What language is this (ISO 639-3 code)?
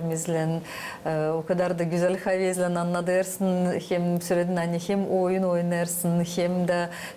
gag